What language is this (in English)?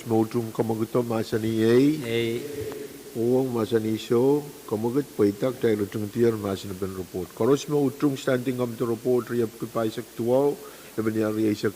Pohnpeian